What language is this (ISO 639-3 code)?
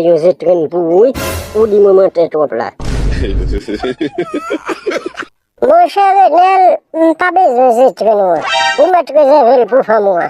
hat